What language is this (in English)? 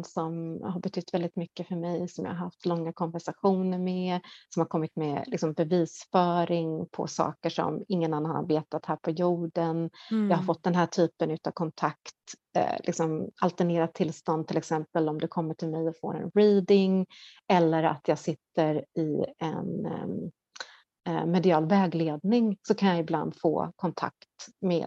Swedish